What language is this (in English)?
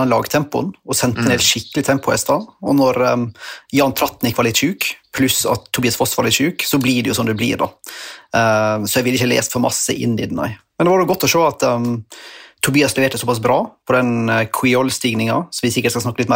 Norwegian